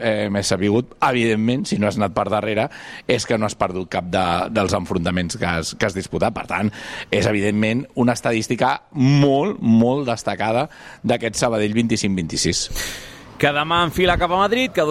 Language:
Catalan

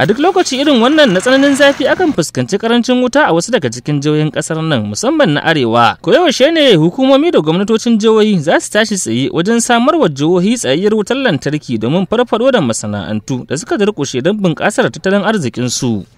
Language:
Hausa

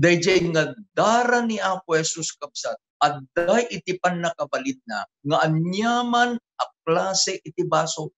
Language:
Iloko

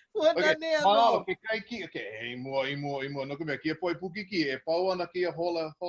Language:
Hawaiian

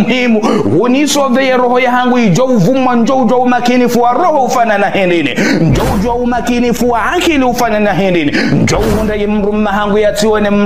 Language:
Ngazidja Comorian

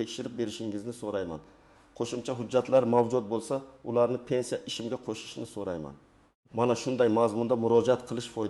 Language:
Uzbek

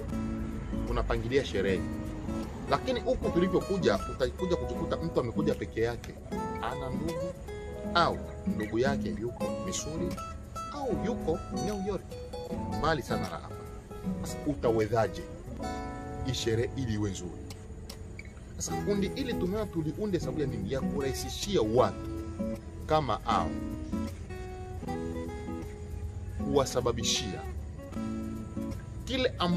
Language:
Swahili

